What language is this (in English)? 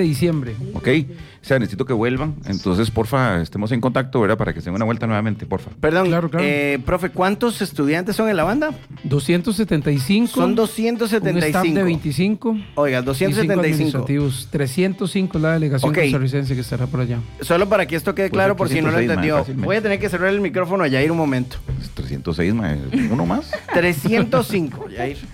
Spanish